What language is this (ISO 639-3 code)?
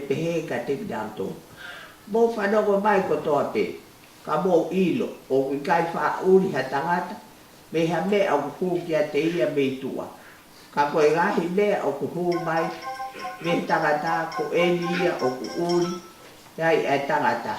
ton